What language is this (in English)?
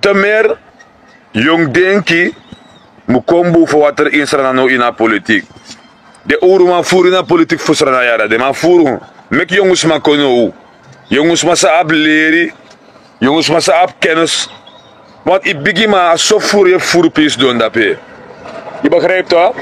Sranan Tongo